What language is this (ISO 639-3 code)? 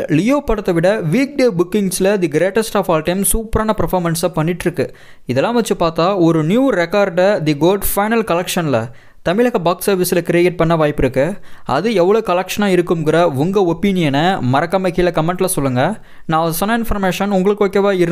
tam